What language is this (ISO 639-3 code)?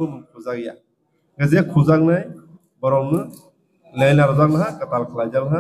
trp